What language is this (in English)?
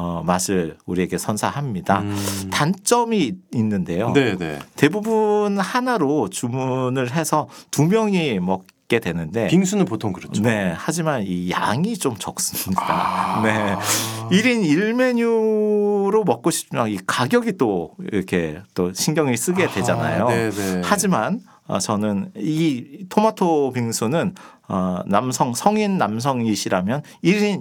Korean